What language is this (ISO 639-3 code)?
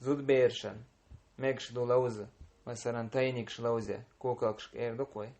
che